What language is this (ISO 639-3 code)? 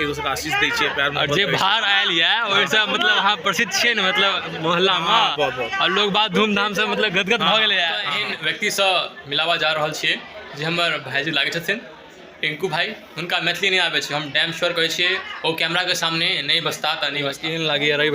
mai